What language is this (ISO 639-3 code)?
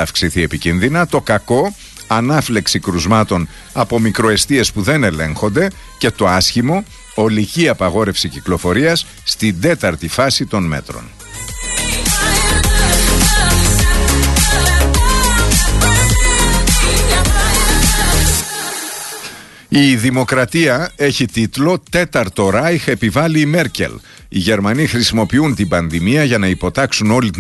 ell